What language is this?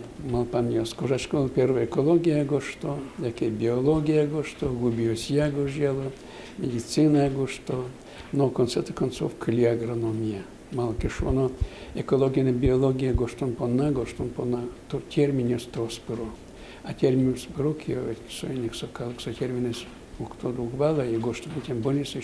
Udmurt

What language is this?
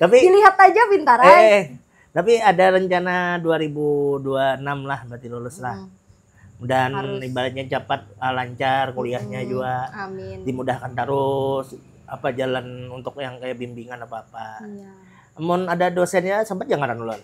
Banjar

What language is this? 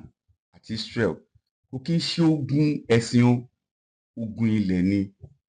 Yoruba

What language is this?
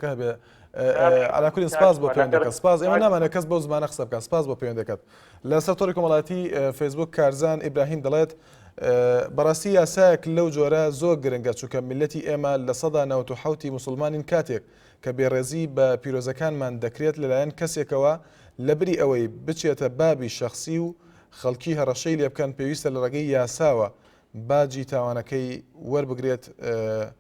Central Kurdish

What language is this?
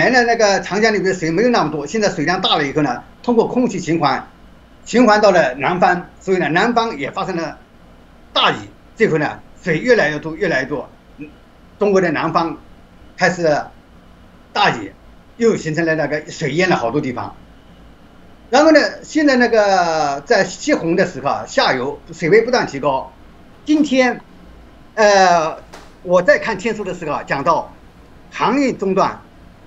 Chinese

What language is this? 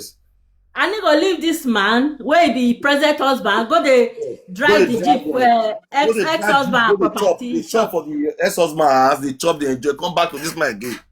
Nigerian Pidgin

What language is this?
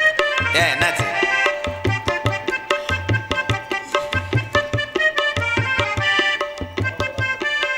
Tamil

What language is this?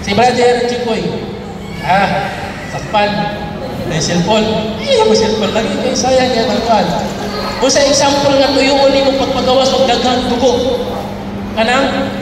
Cebuano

